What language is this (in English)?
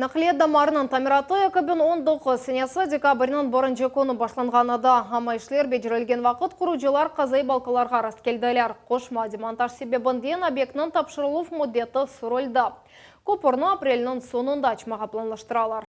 Crimean Tatar